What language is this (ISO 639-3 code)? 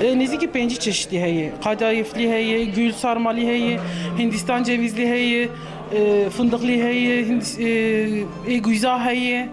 kur